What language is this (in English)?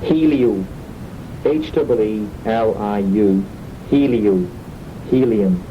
Manx